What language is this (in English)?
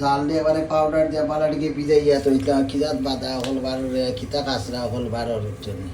Sylheti